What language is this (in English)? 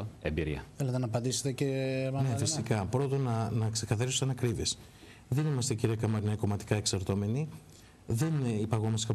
Greek